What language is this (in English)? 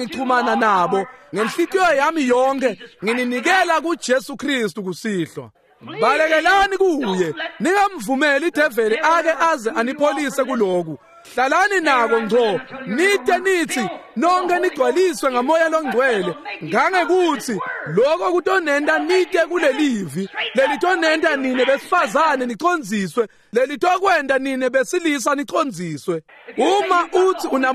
Swati